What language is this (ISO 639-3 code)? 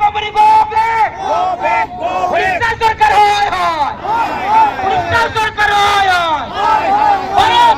sat